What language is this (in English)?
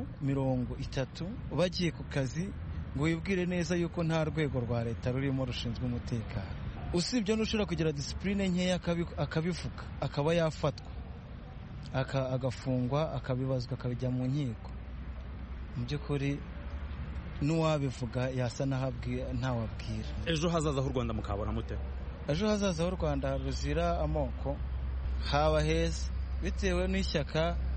Kinyarwanda